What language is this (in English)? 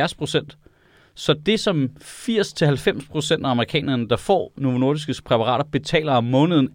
Danish